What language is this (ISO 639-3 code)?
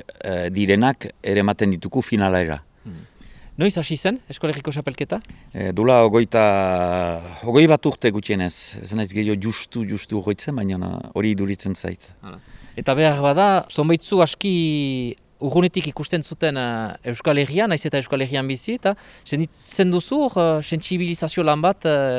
eus